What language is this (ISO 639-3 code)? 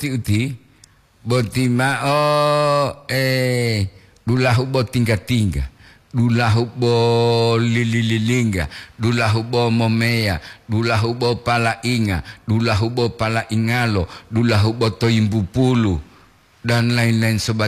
gor